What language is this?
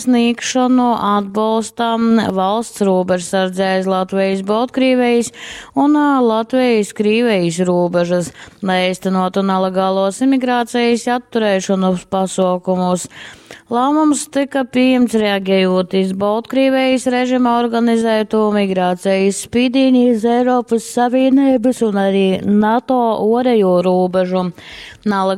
Latgalian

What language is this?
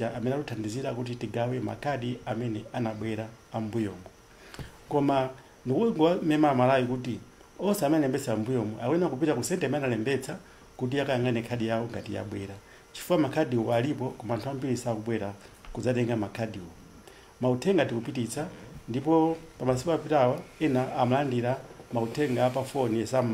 Nyanja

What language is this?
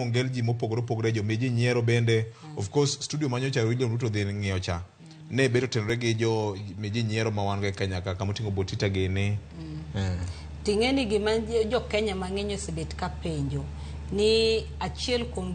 Luo (Kenya and Tanzania)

